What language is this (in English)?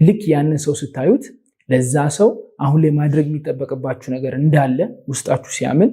Amharic